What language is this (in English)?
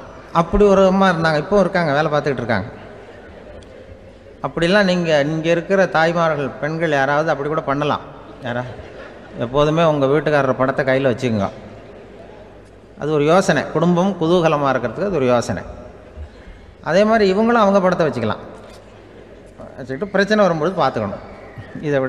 Tamil